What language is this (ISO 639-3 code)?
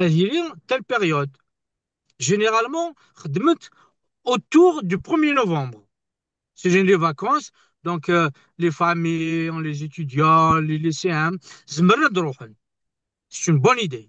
kab